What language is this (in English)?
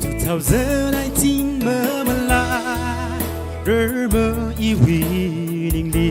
Tangkhul Naga (India)